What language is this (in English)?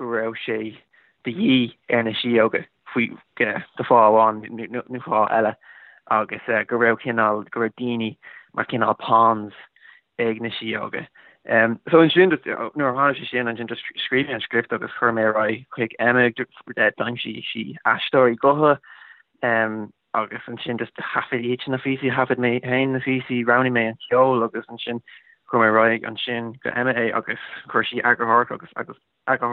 Irish